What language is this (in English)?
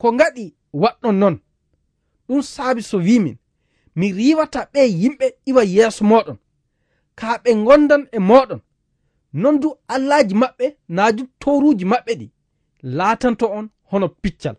Fula